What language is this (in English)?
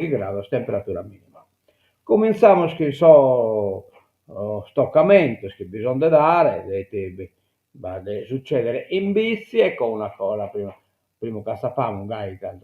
Sardinian